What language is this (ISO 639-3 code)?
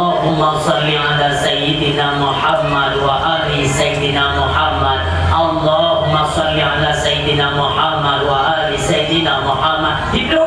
ace